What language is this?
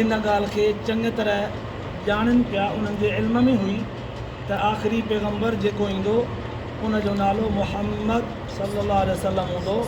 Sindhi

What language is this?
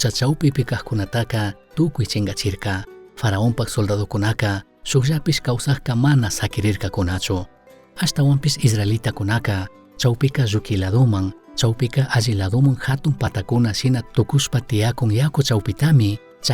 Chimborazo Highland Quichua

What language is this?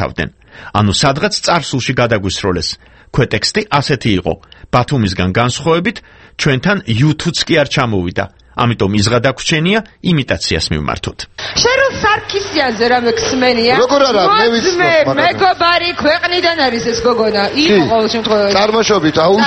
Georgian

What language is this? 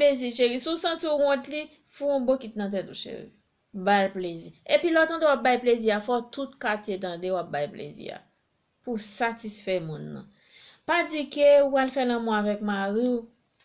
Haitian Creole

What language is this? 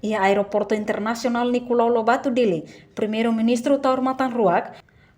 Tetum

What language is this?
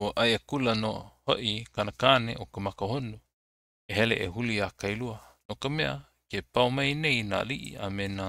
Hawaiian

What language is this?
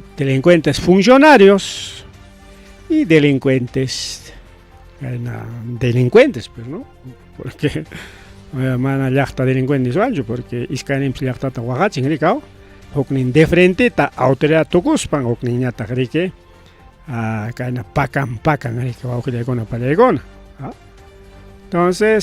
Ayacucho Quechua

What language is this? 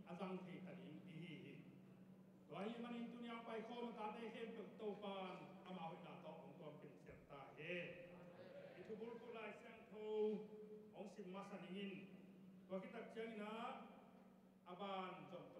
Tedim Chin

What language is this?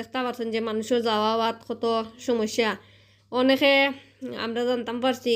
Sylheti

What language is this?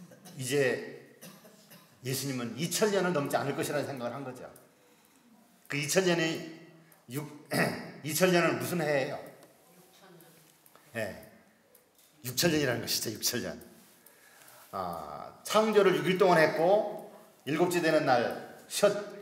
Korean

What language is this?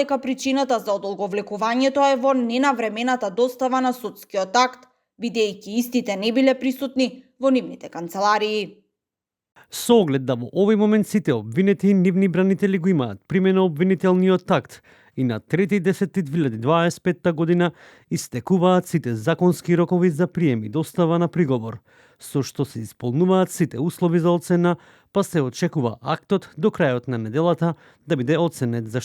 Macedonian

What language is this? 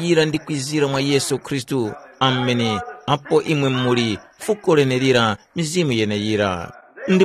Tumbuka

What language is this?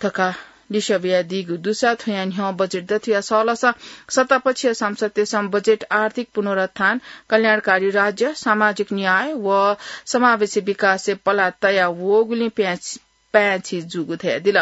Newari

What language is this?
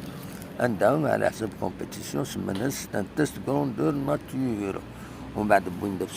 Kabyle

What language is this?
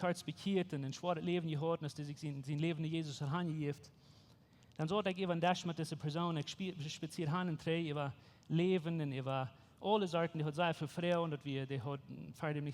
Plautdietsch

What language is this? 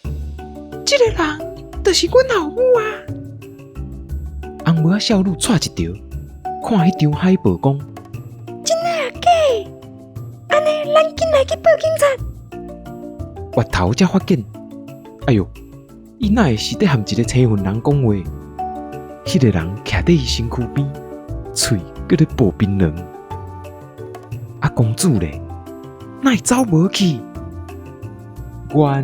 Min Nan Chinese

